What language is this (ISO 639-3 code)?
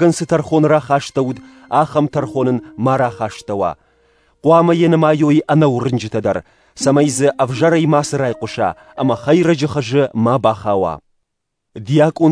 oss